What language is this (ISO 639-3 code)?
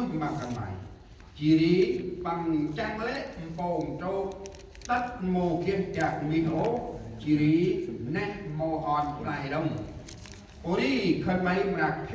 cmo